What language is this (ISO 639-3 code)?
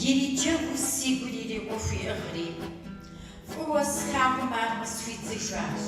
kbd